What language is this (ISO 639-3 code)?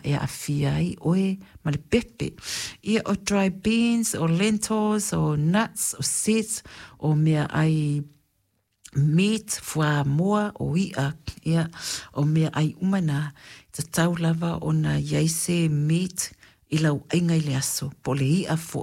smo